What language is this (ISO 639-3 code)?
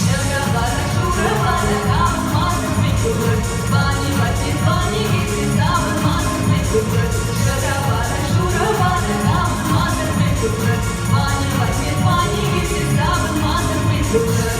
chv